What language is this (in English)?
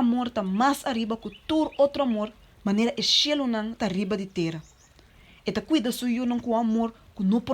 Papiamento